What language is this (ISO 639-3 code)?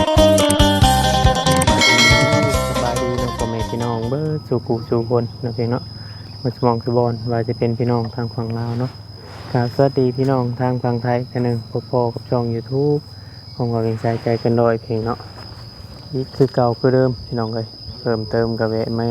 tts